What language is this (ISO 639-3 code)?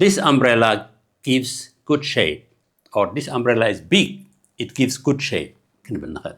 tir